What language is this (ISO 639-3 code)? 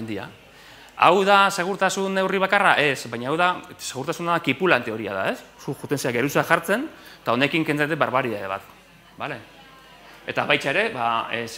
eus